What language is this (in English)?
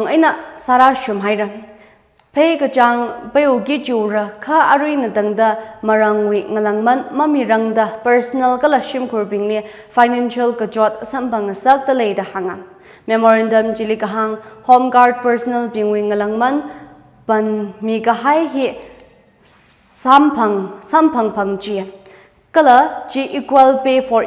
Tangkhul Naga (India)